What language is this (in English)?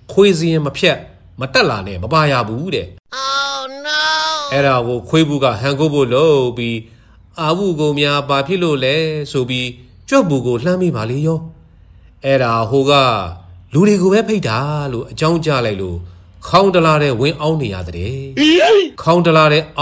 Burmese